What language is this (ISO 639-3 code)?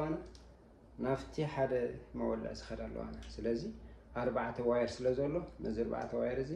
tir